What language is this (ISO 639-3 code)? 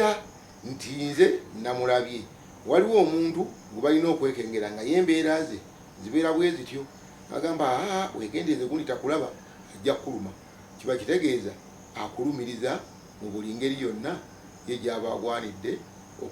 lug